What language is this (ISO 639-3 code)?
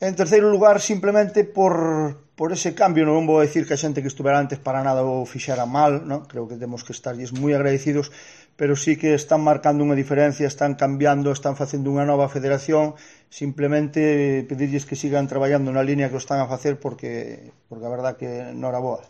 glg